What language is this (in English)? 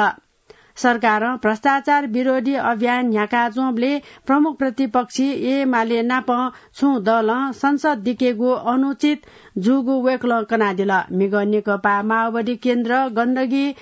Newari